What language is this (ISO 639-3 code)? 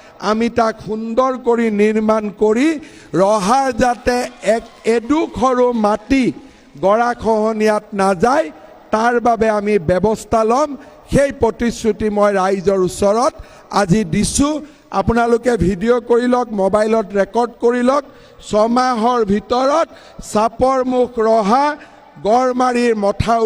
asm